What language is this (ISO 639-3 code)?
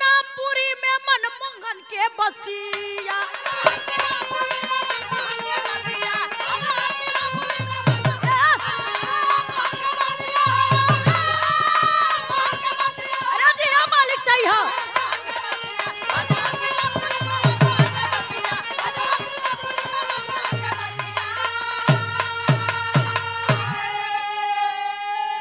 bho